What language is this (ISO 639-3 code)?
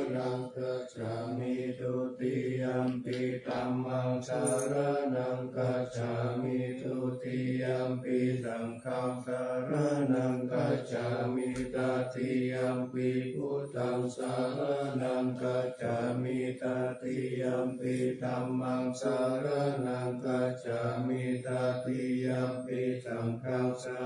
pli